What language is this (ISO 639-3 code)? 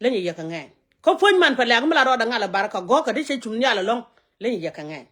nus